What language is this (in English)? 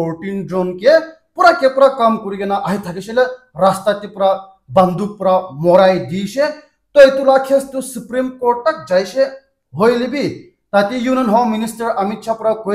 Naga Pidgin